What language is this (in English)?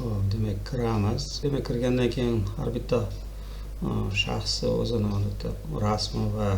Uzbek